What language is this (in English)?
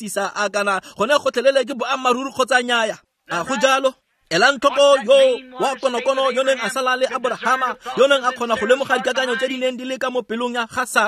Tswana